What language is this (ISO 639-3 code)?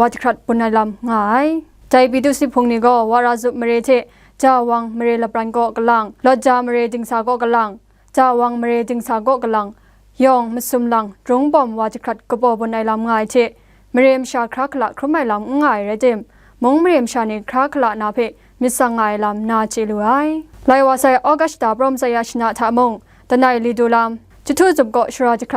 kac